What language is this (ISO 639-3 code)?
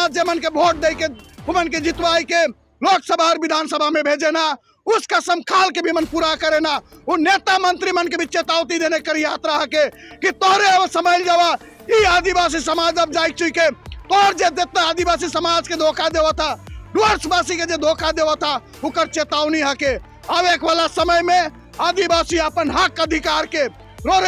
sck